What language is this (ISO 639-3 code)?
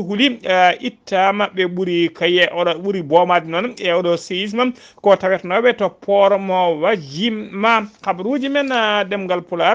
ful